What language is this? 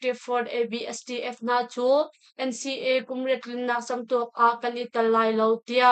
Hakha Chin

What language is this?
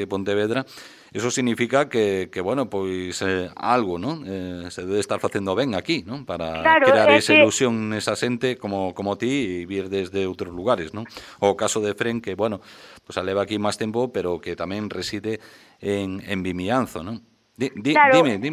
Galician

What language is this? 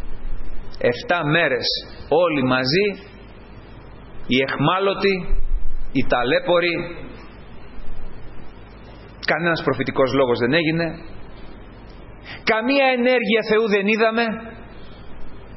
Greek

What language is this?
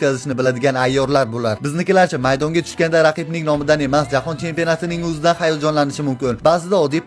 Uzbek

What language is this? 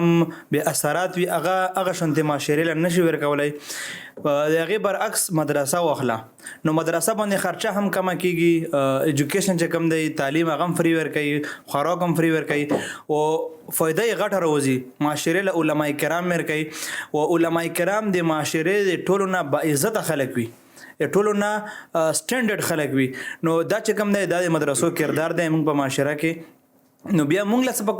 Pashto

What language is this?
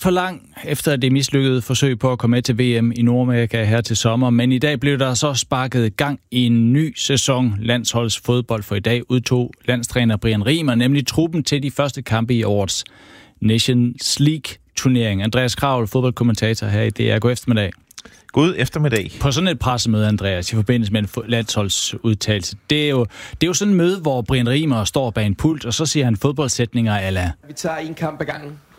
Danish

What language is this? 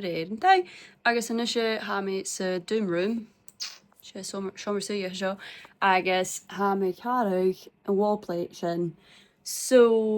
Scottish Gaelic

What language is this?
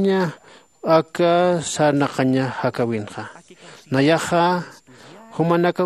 Aymara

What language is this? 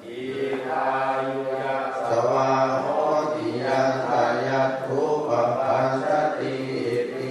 Pali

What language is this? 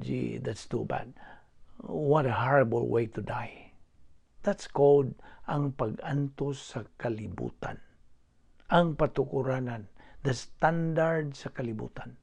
Cebuano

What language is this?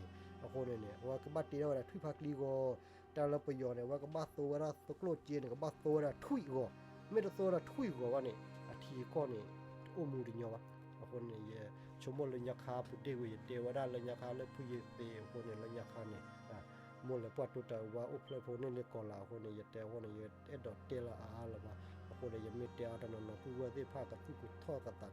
S'gaw Karen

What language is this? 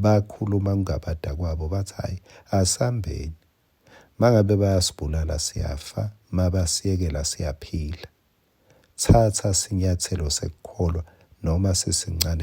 Swati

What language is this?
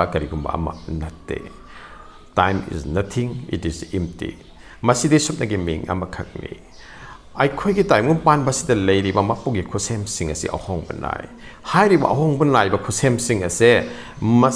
Manipuri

